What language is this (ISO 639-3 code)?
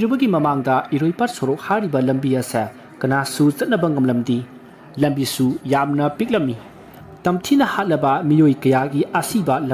mni